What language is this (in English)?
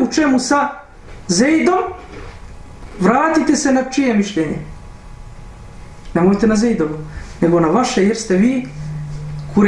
Bosnian